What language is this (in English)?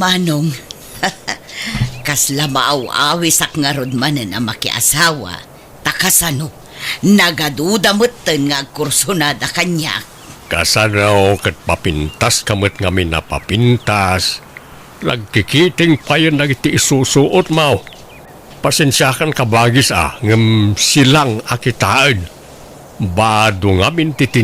Iloko